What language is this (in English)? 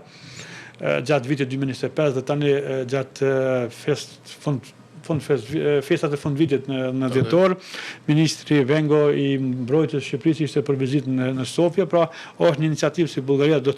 Albanian